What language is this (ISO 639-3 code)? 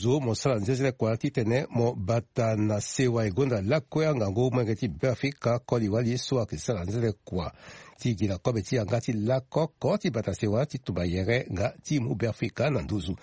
sag